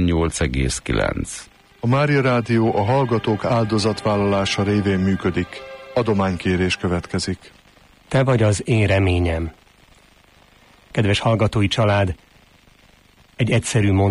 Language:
Hungarian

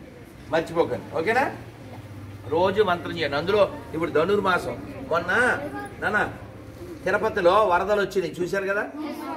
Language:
Telugu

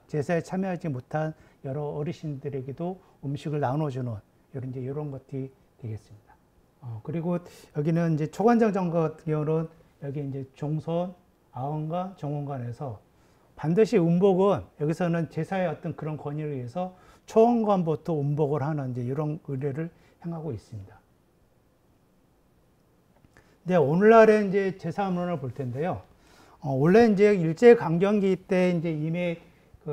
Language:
Korean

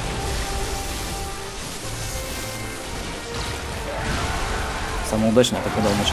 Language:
Russian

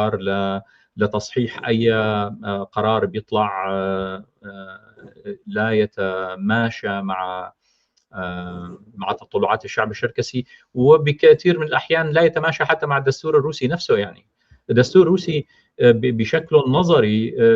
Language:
North Levantine Arabic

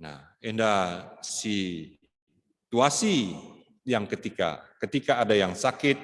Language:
Batak Karo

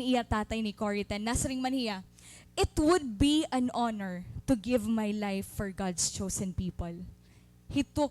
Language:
Waray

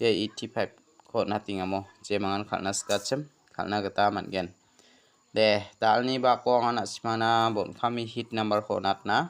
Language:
Garo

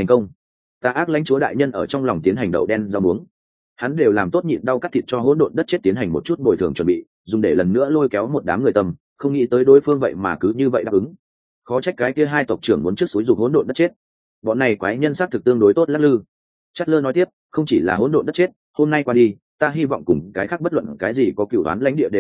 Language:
Vietnamese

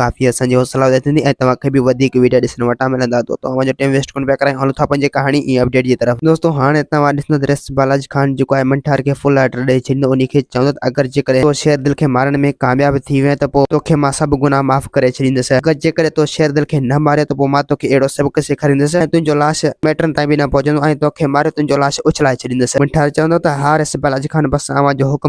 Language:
Sindhi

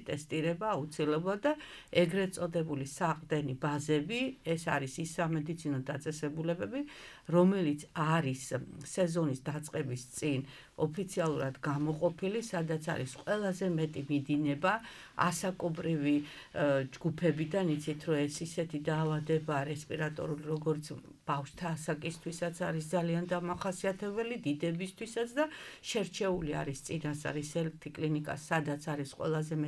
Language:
Georgian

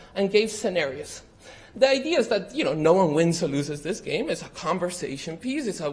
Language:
English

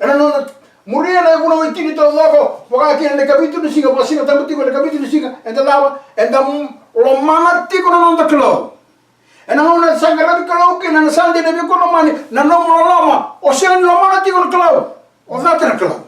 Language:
Fijian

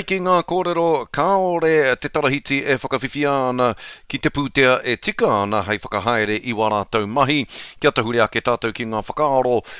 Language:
Māori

